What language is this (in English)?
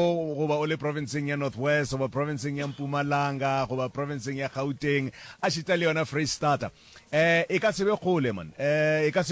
Northern Sotho